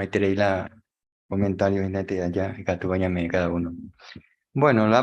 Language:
Guarani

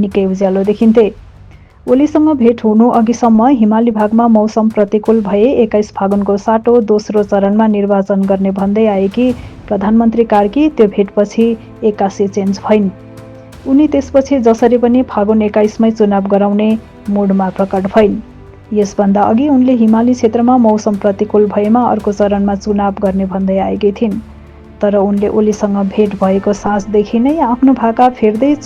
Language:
Nepali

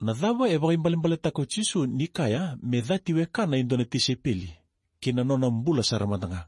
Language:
Fijian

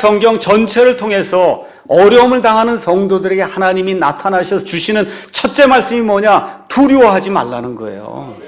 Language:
Korean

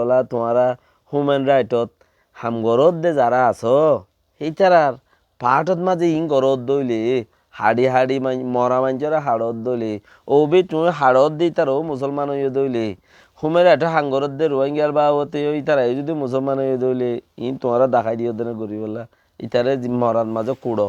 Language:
Rohingya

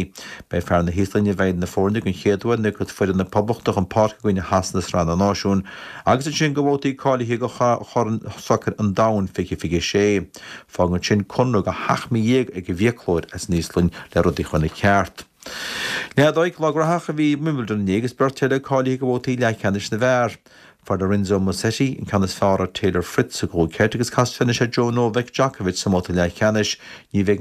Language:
Irish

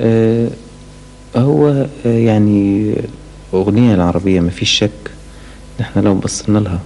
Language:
Egyptian Arabic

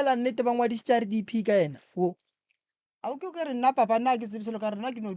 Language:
Northern Sotho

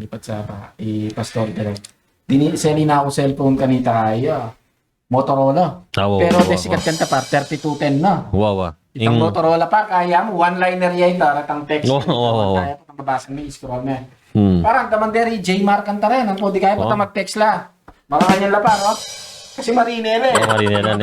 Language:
Pampanga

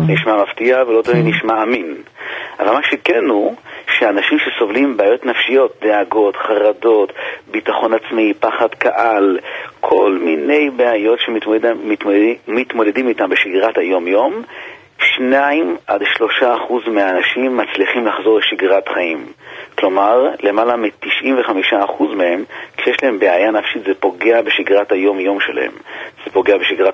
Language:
Hebrew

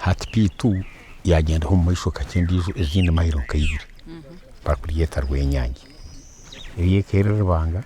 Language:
Nyankole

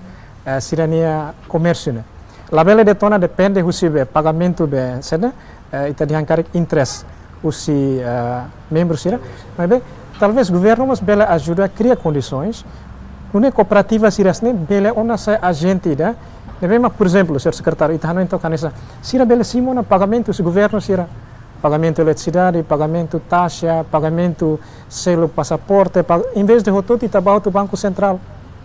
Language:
Tetum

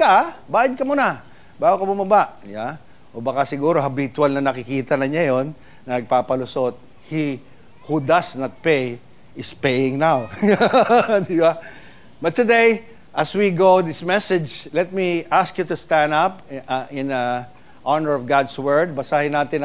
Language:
Filipino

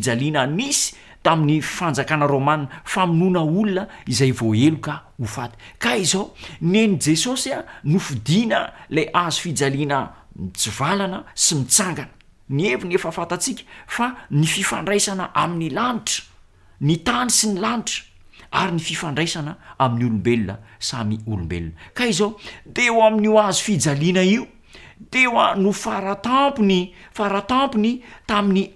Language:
Malagasy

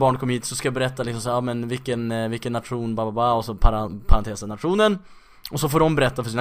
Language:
Swedish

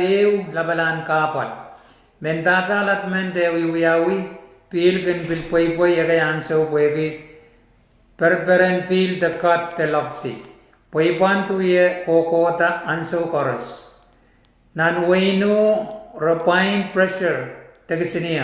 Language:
Pohnpeian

